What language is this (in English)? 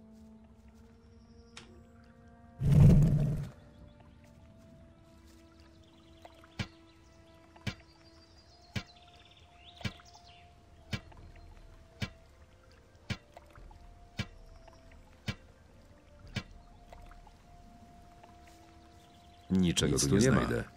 Polish